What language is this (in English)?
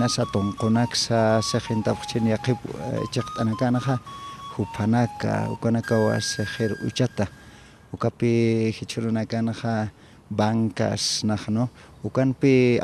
Aymara